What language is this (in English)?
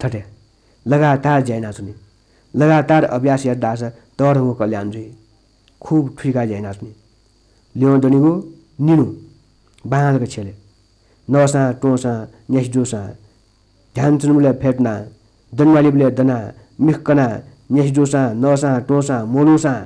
Newari